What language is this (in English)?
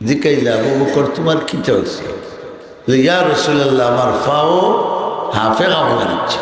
Sylheti